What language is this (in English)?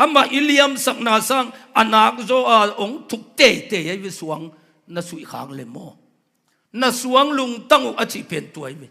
Tedim Chin